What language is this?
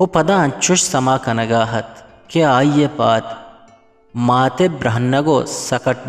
Eastern Balochi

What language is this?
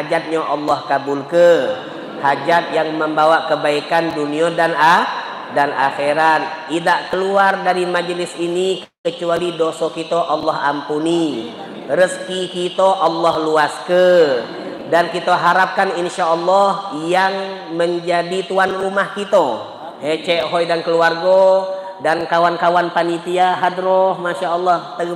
Musi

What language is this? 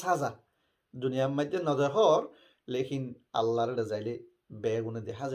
Rohingya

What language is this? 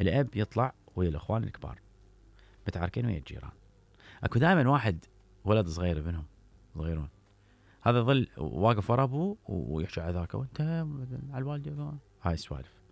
Mesopotamian Arabic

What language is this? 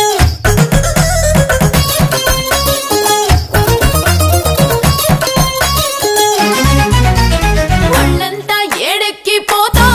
Telugu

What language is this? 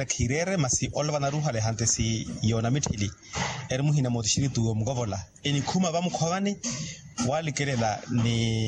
Makhuwa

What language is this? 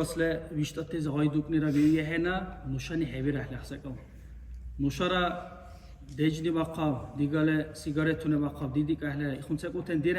Dargwa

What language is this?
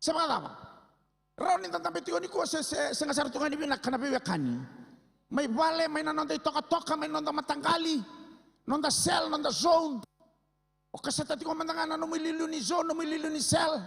Fijian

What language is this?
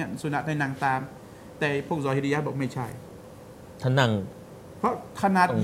Thai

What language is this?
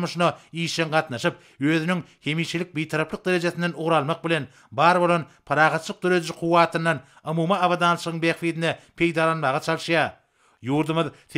Turkmen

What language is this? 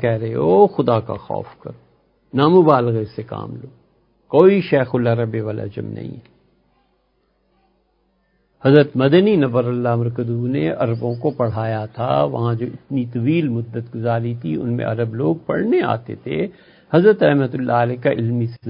Urdu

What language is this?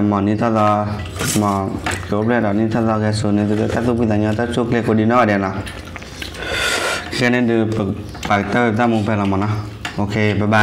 Malay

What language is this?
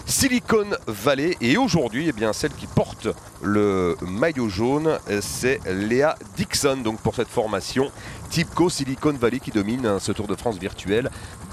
French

